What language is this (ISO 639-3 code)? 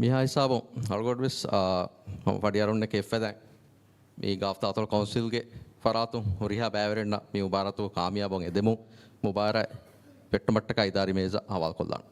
div